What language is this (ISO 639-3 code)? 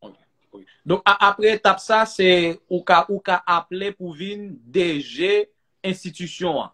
hat